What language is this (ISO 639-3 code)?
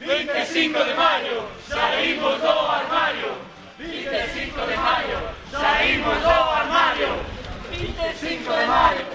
glg